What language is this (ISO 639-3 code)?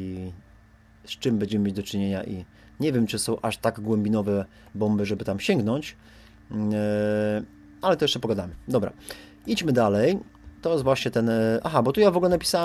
pol